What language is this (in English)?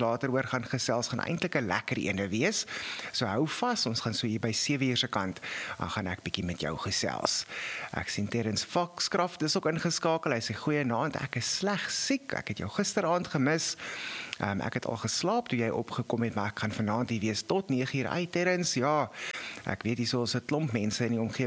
Afrikaans